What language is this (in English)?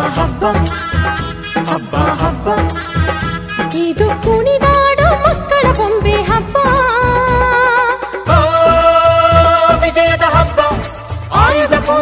Kannada